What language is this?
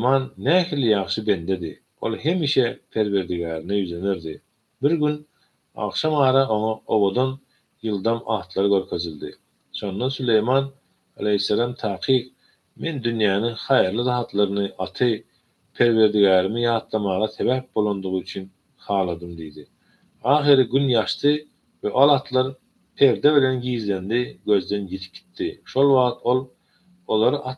Turkmen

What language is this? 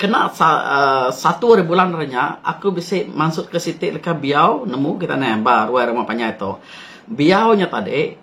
Iban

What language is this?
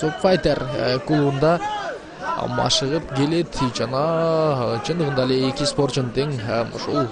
Kyrgyz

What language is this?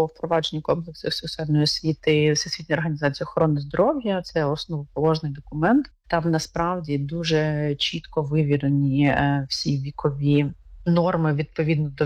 Ukrainian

